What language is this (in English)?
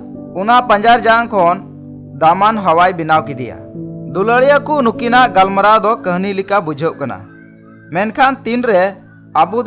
Santali